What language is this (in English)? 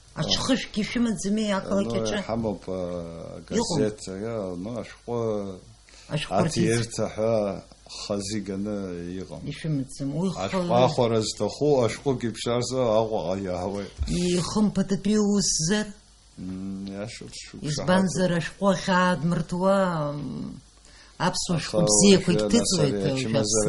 Abkhazian